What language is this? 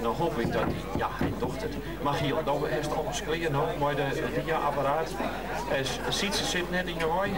Western Frisian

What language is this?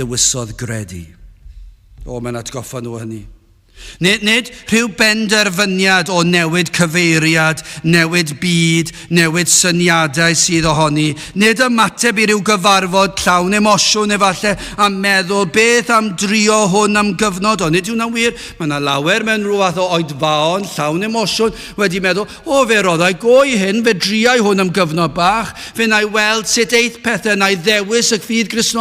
Welsh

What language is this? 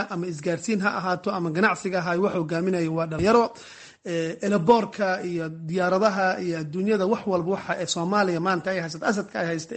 Somali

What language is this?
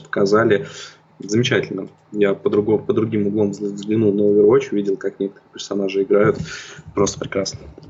Russian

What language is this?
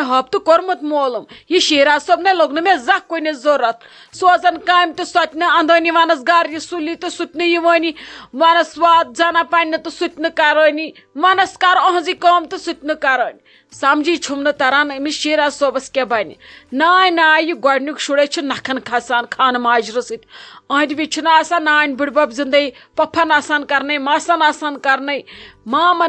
Kashmiri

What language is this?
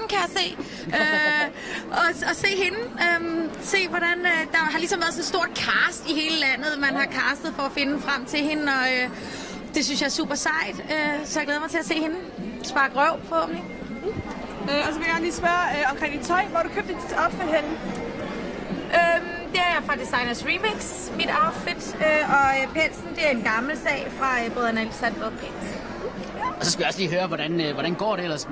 Danish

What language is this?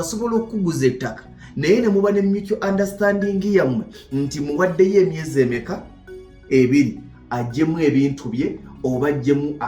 Ganda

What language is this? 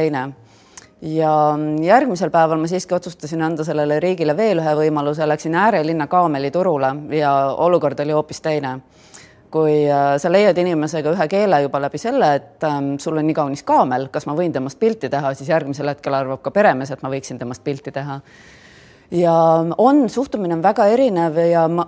Estonian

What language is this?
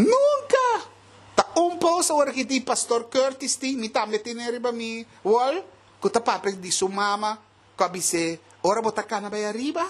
Papiamento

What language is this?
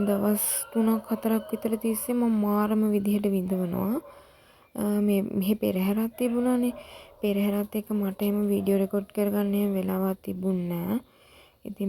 Sinhala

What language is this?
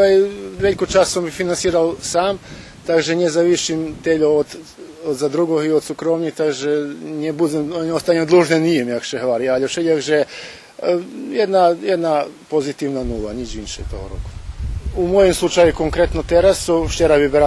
Rusyn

